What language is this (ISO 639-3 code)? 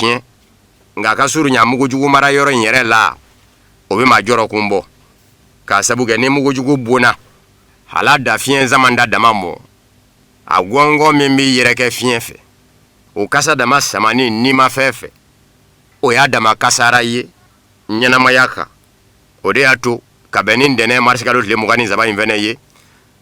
bam